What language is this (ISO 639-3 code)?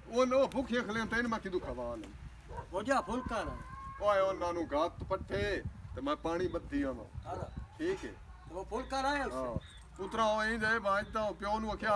pan